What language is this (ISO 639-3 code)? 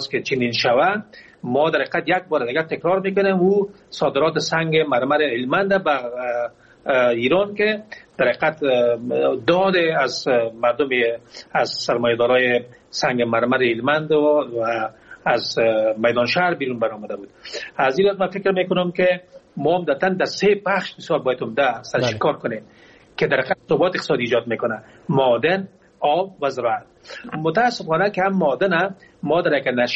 fas